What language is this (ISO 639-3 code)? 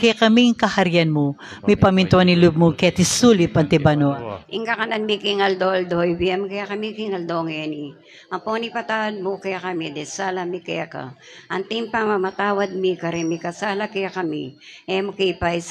pam